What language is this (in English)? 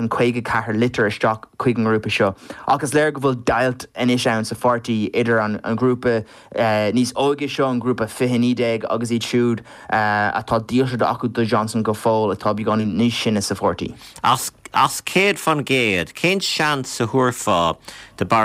Irish